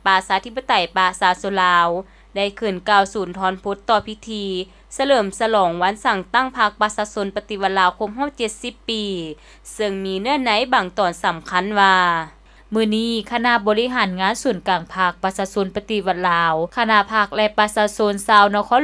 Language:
Lao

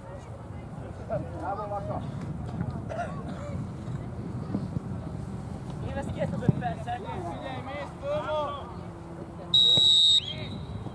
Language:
Hungarian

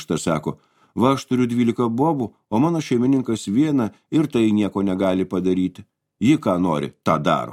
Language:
Lithuanian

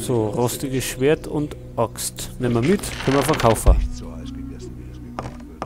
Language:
Bavarian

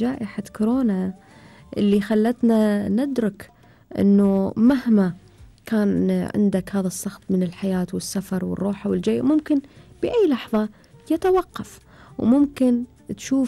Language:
Gulf Arabic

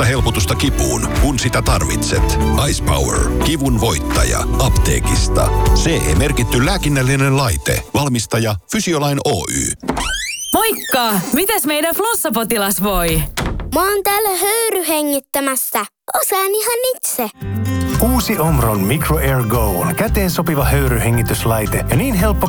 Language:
Finnish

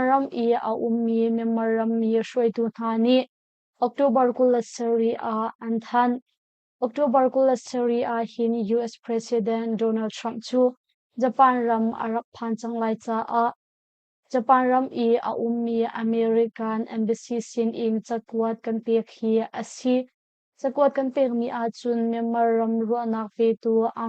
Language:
Hakha Chin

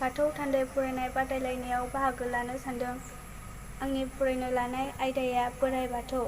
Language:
Bodo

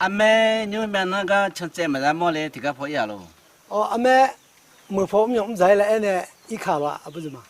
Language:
Akha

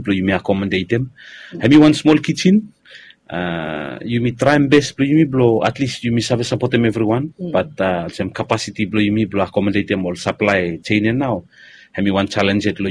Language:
Bislama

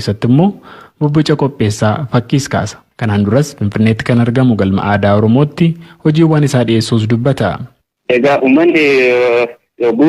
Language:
Oromo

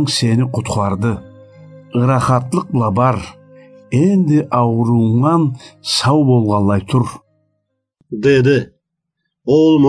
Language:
Karachay-Balkar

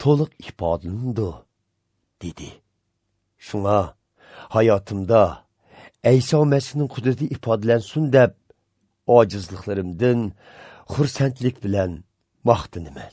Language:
Uyghur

